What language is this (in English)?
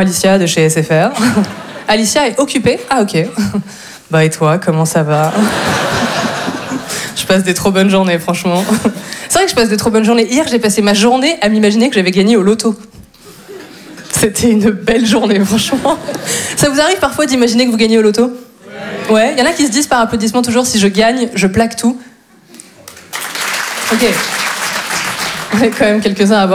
French